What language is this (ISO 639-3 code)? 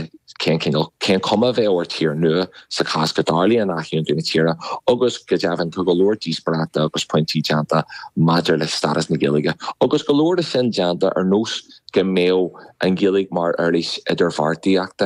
gle